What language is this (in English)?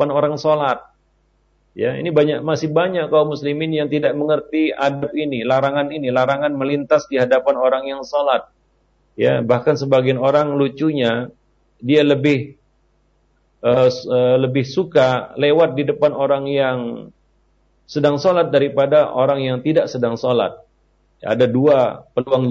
Indonesian